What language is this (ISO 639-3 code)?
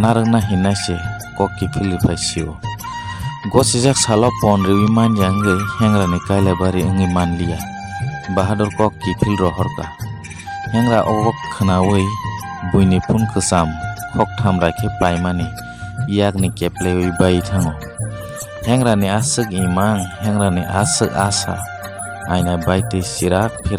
trp